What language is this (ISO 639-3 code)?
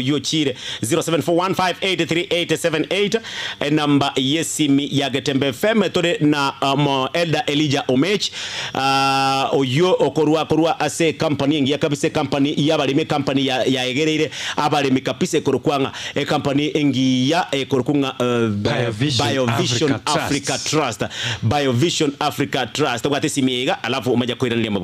guz